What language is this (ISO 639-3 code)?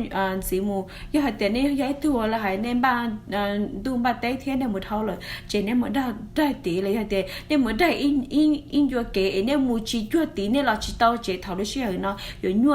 hmn